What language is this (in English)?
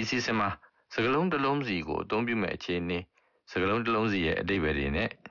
Burmese